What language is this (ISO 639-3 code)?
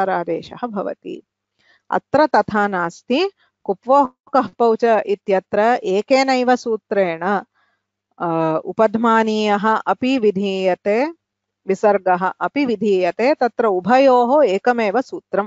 san